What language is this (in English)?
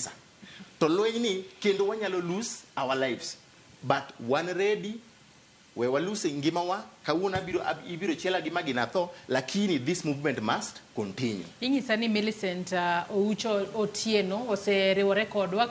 Luo (Kenya and Tanzania)